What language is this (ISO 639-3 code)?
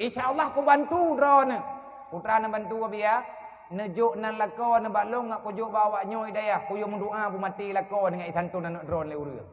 ace